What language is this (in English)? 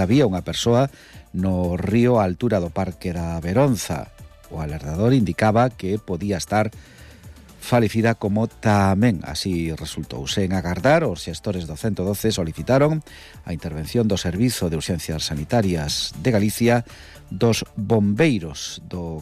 Galician